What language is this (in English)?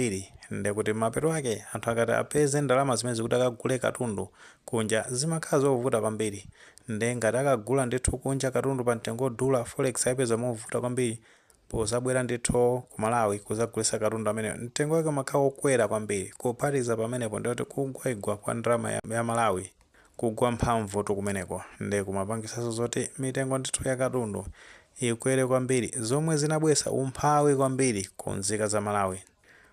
Nyanja